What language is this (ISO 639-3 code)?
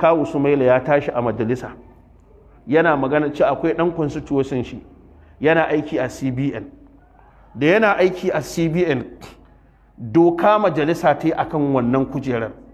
hau